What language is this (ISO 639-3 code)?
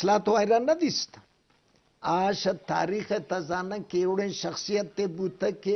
bgp